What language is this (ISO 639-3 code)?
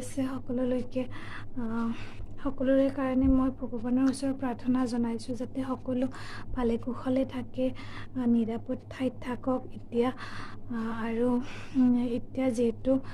asm